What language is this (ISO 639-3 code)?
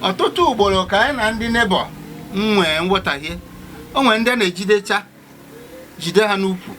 ibo